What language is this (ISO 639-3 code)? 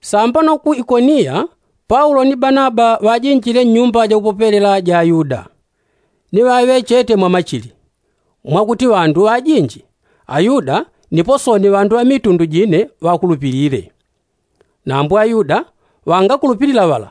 yao